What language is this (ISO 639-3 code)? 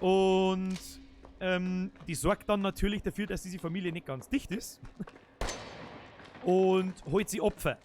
bar